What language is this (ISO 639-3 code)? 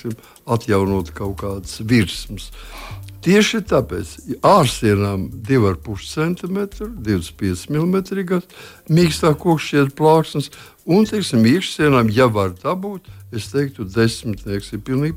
lav